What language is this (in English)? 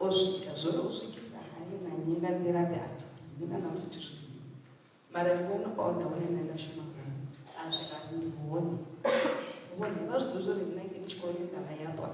Venda